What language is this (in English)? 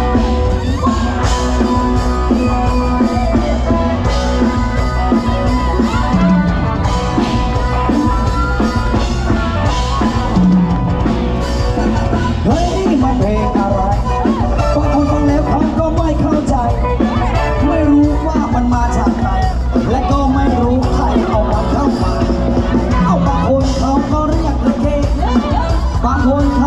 Thai